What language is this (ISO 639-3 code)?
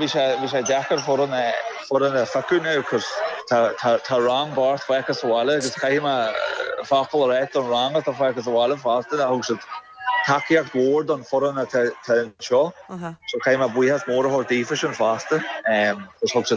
gle